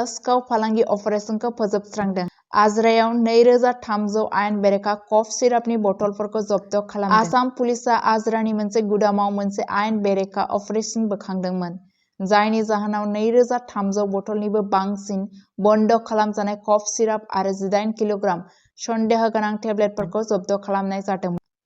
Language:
Bodo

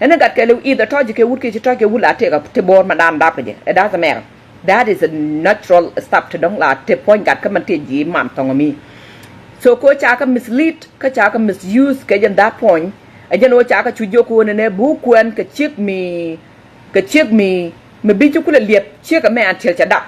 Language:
Nuer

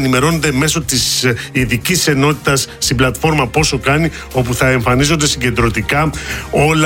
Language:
Greek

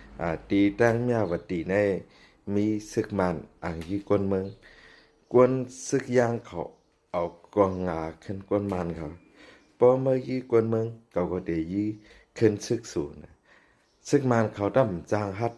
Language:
Shan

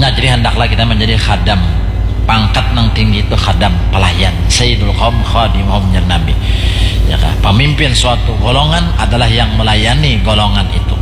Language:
Banjar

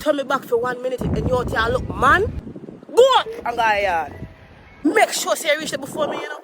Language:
Jamaican Creole English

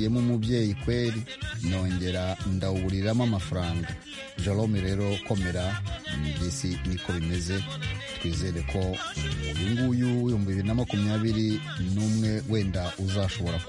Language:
Kinyarwanda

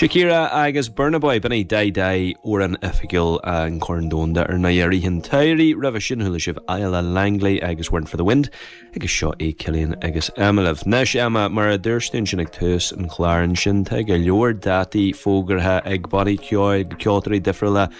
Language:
Irish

